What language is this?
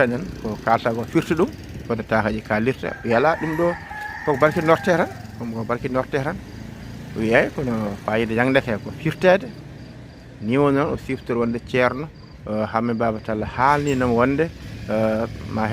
Fula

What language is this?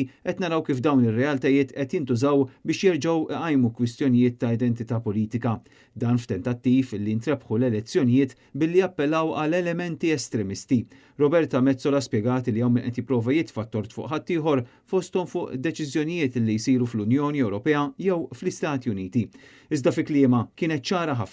Maltese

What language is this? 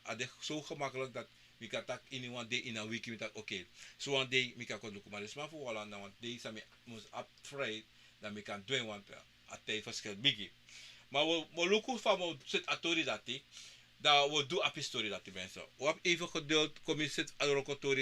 Sranan Tongo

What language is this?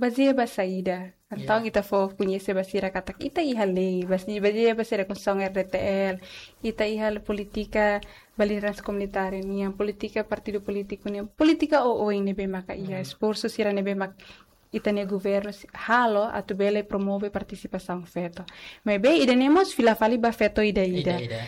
Tetum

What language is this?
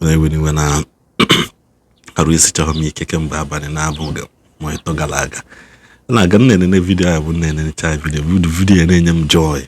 Igbo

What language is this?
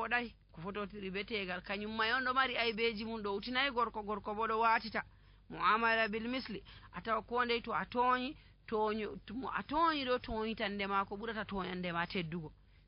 Nigerian Fulfulde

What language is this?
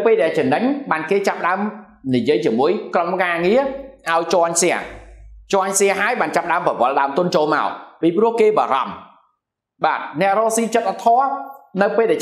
Khmer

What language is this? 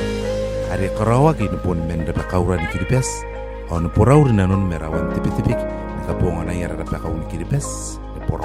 Gilbertese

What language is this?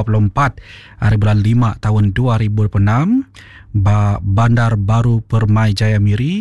Iban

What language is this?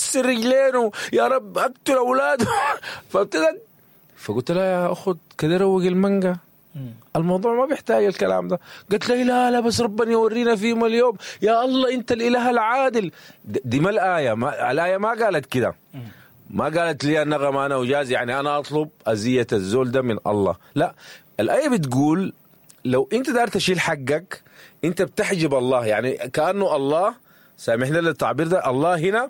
Sudanese Arabic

